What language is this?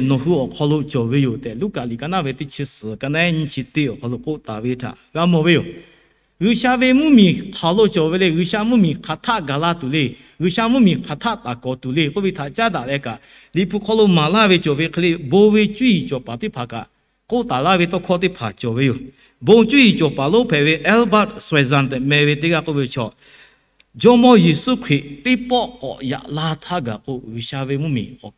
Lahu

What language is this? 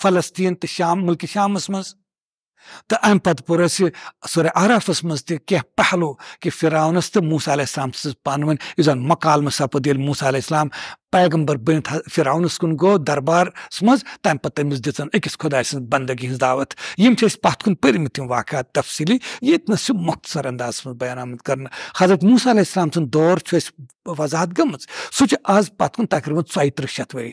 Kashmiri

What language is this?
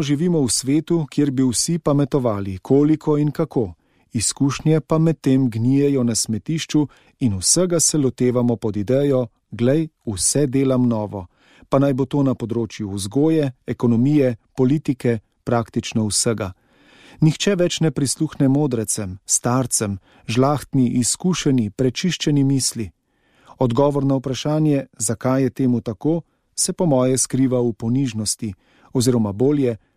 Slovenian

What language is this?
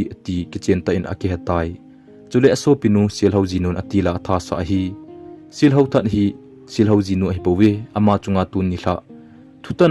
Thado Chin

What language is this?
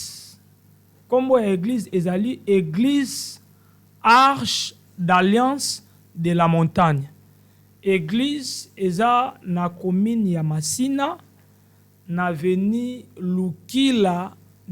Lingala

